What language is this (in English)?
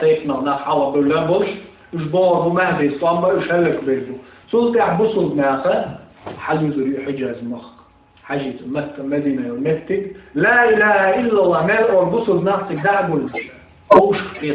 Chechen